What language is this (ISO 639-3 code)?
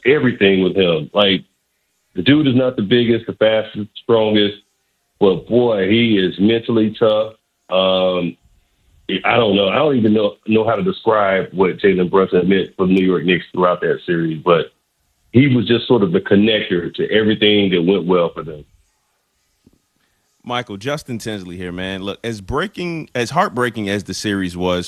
eng